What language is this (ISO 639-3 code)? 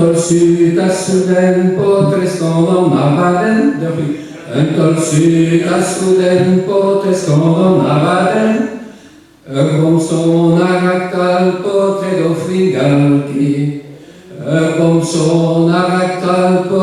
bre